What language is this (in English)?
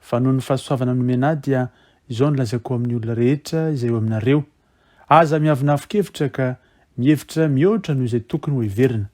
Malagasy